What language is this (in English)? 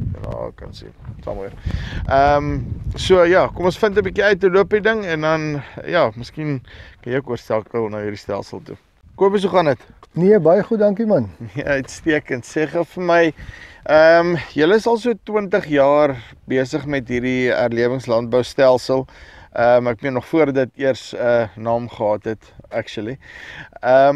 Afrikaans